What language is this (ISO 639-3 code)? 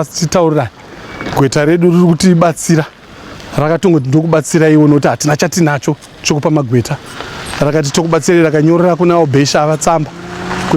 sna